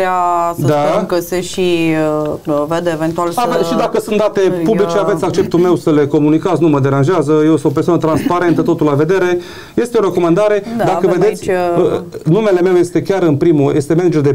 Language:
Romanian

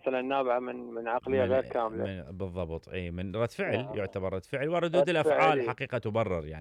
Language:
Mesopotamian Arabic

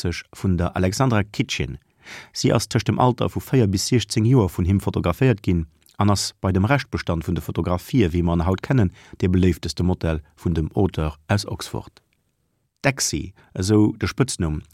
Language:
Luxembourgish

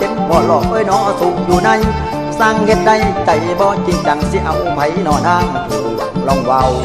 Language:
Thai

